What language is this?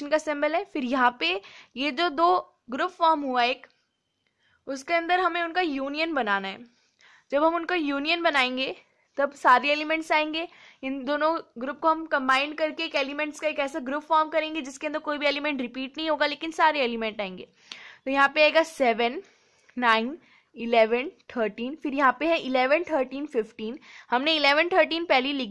Hindi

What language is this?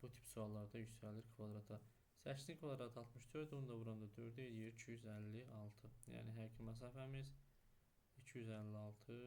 Azerbaijani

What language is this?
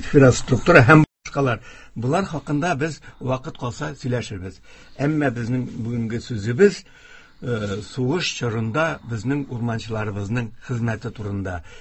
Tatar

